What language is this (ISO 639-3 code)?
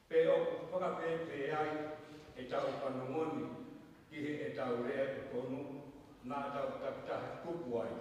ton